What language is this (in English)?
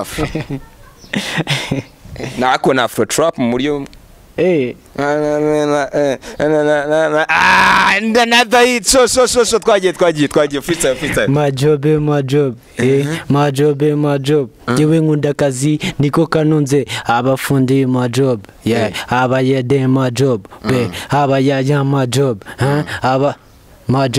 Kinyarwanda